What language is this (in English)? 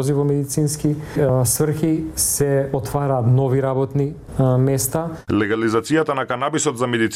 Macedonian